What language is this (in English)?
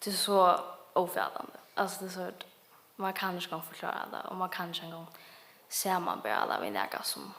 Faroese